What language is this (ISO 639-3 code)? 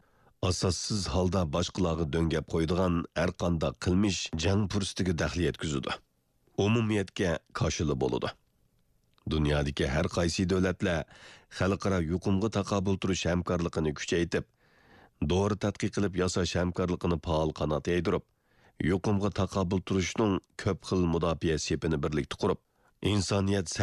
uig